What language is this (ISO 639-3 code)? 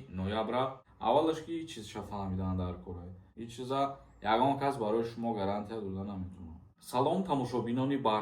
tgk